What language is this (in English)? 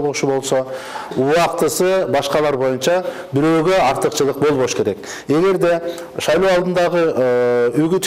Kyrgyz